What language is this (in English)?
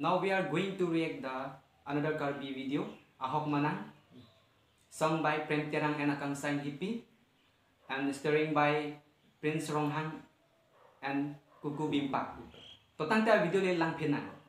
Karbi